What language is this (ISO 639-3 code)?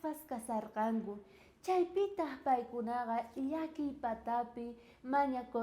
quh